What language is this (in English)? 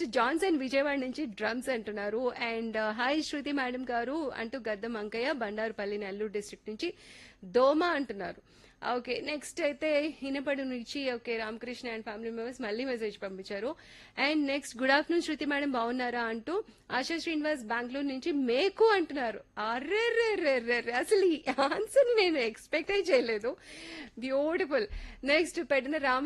Telugu